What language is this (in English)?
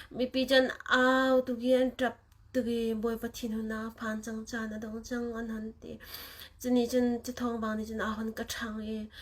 Hakha Chin